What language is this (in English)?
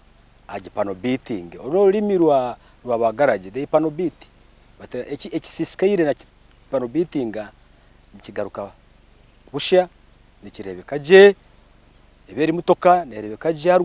Nyankole